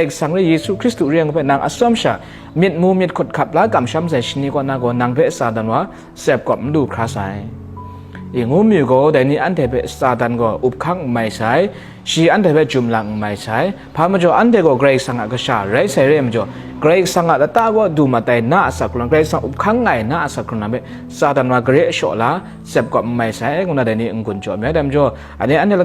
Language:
Kachin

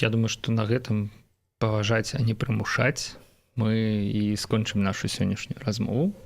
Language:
Belarusian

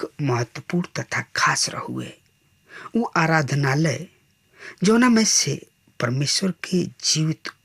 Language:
Bhojpuri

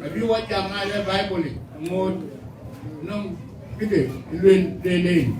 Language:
Dinka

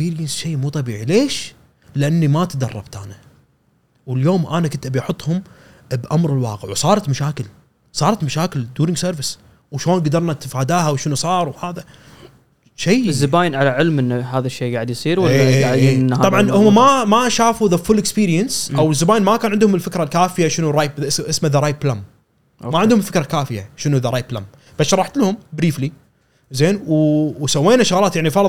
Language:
Gulf Arabic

